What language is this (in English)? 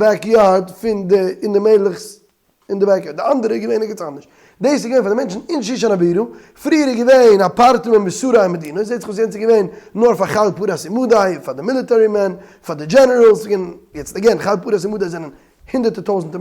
Yiddish